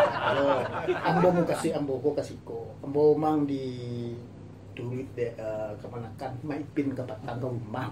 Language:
Minangkabau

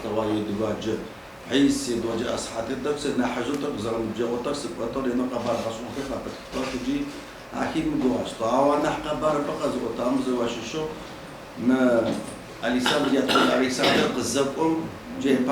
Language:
Adyghe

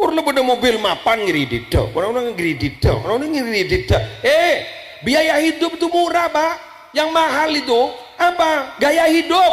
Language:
Madurese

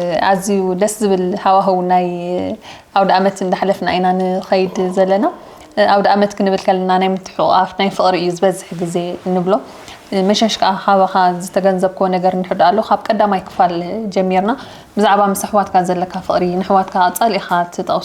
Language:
Tigrinya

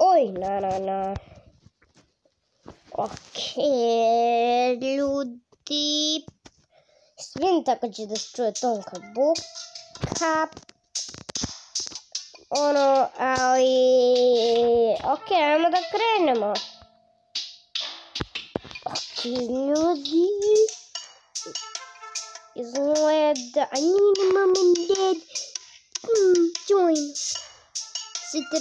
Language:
Croatian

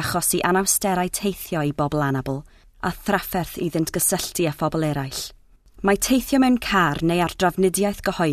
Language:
Welsh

